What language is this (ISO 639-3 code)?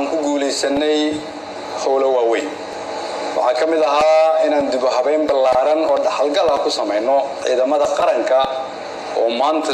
som